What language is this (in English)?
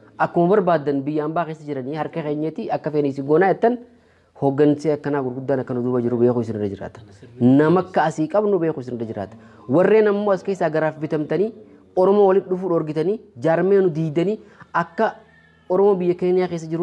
Oromo